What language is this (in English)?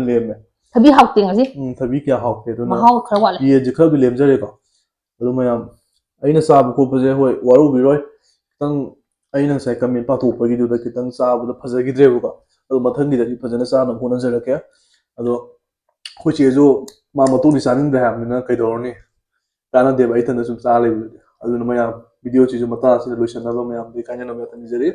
Manipuri